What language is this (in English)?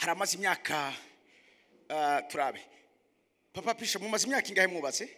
Rundi